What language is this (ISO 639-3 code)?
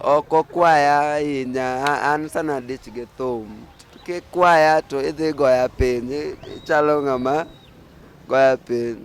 luo